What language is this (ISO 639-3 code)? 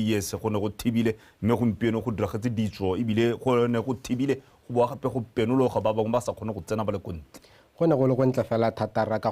tsn